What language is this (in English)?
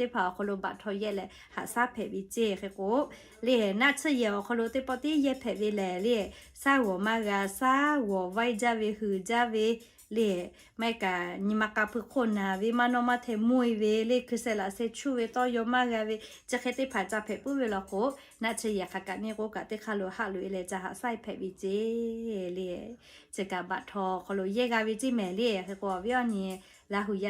Lahu